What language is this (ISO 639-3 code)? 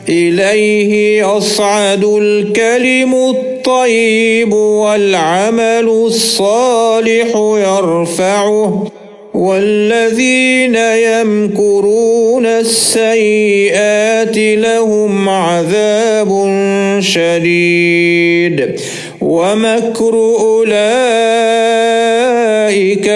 ara